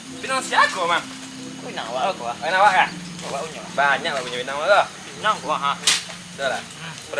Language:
Minangkabau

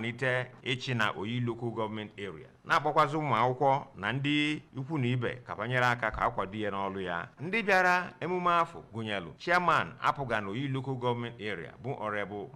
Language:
Igbo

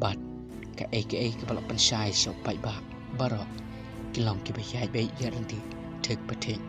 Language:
Khasi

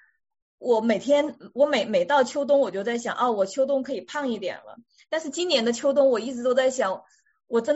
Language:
Chinese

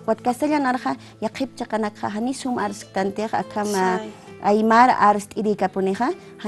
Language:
Aymara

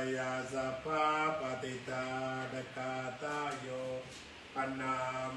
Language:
Pali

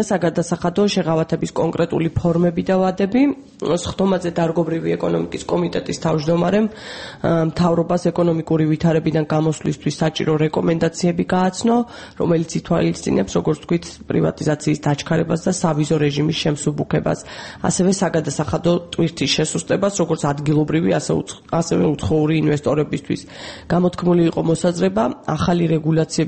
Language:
Georgian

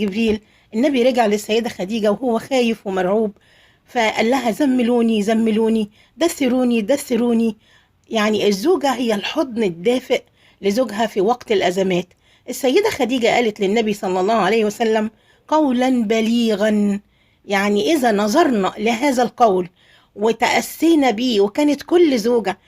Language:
Egyptian Arabic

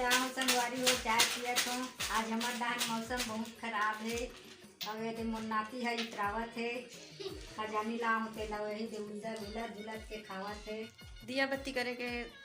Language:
Chhattisgarhi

